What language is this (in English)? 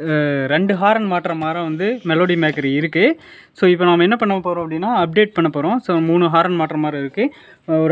Tamil